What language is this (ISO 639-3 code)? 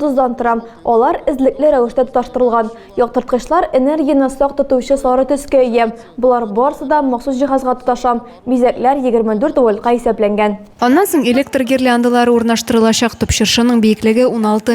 tat